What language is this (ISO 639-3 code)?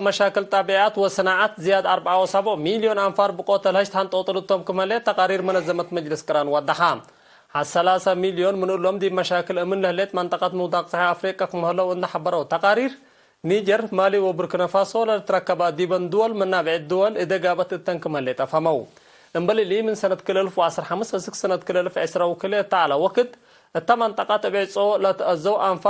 tig